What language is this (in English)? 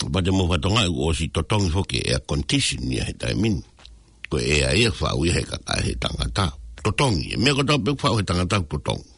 Tongan